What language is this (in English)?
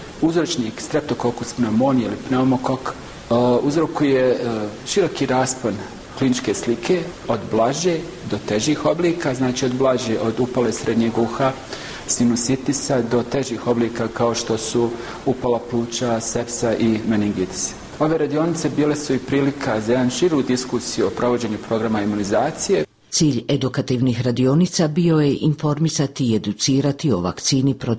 Bosnian